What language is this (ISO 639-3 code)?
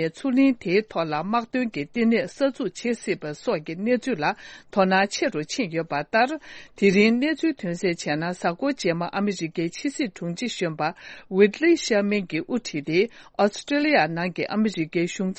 bod